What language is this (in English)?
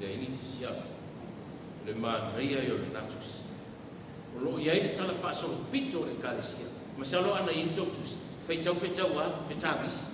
Samoan